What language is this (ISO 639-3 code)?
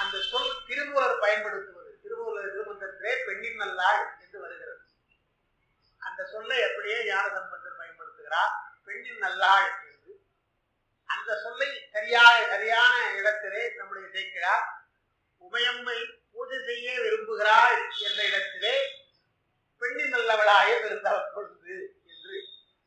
tam